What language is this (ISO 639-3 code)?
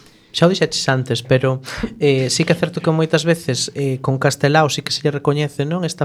glg